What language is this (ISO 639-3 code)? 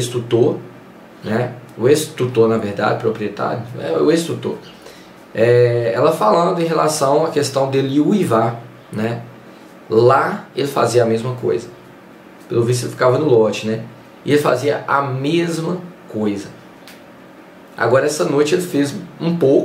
por